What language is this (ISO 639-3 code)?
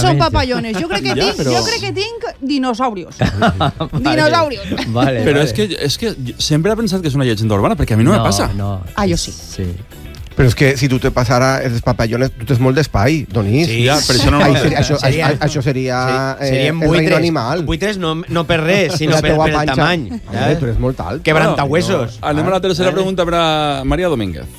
cat